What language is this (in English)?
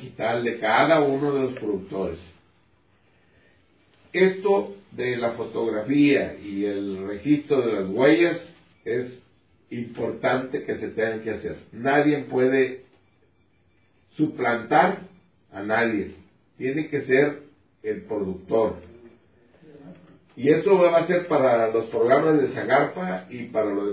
Spanish